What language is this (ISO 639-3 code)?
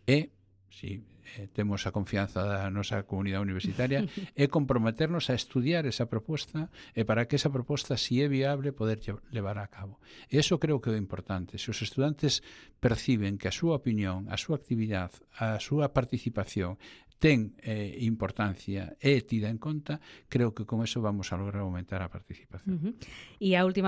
glg